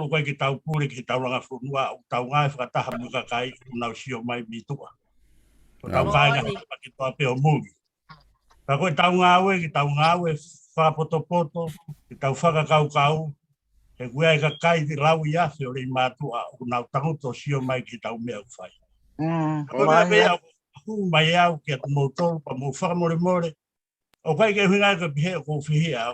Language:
Tongan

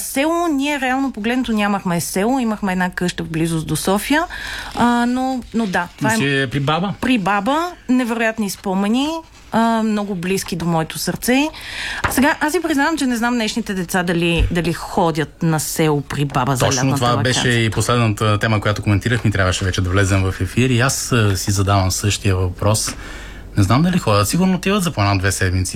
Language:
Bulgarian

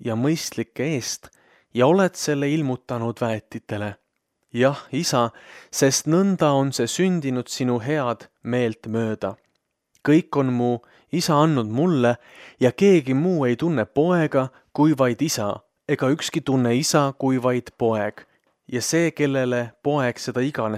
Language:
Estonian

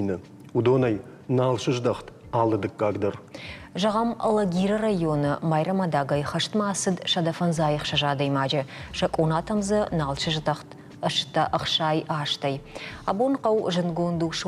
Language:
Ossetic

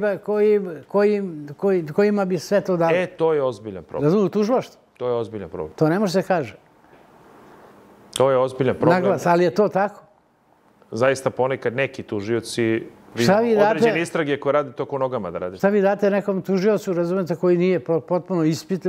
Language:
Serbian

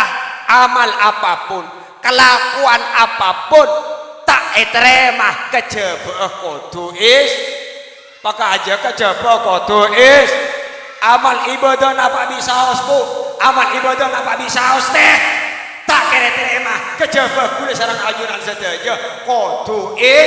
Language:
Madurese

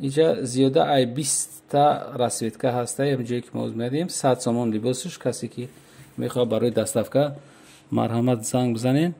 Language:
Tajik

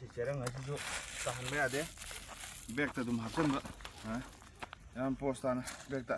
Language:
Manipuri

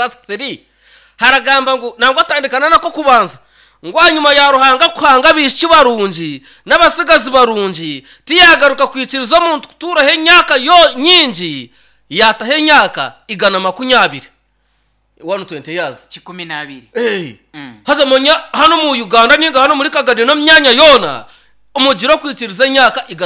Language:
Nyankole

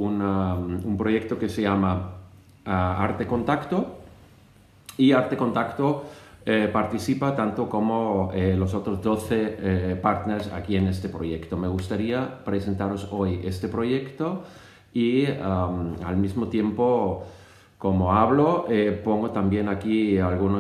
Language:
Spanish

